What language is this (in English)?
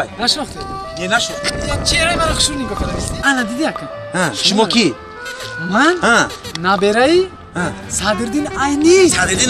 Tajik